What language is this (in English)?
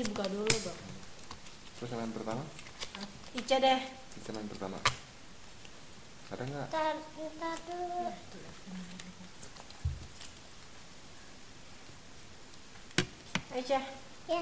Indonesian